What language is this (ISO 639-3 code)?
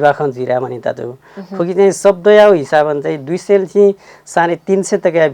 new